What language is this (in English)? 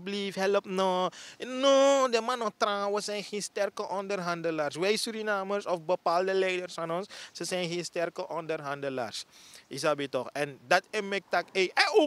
Sranan Tongo